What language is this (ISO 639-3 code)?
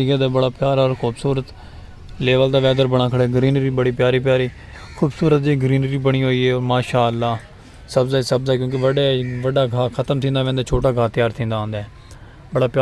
skr